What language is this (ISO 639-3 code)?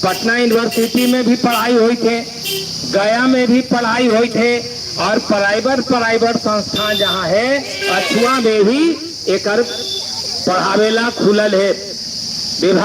mag